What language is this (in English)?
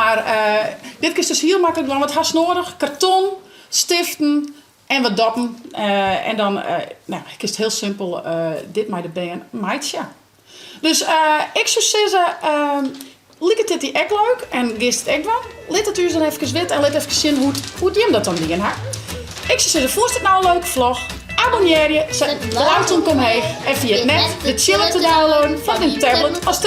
Western Frisian